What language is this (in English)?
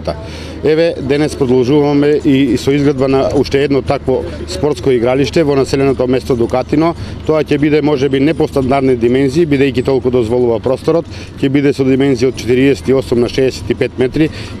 Macedonian